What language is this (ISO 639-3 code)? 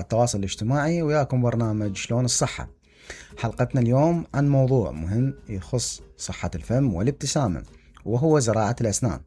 acm